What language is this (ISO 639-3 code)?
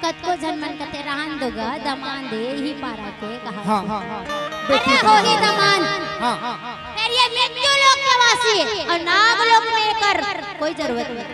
hne